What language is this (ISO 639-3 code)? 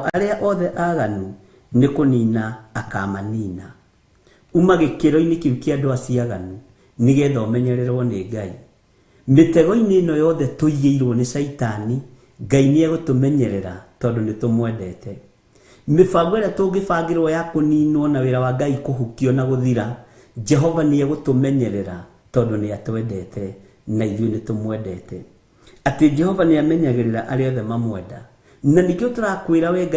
kik